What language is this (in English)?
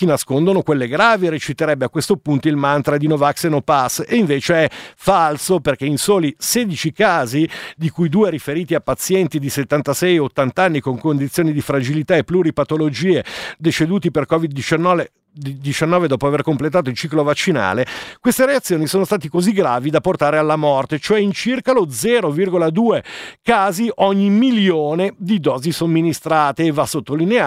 Italian